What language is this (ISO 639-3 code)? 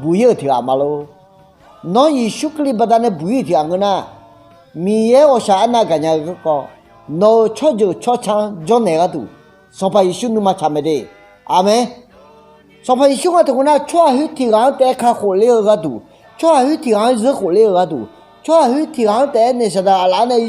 ahk